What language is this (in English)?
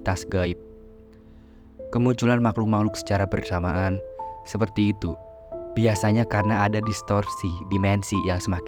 Indonesian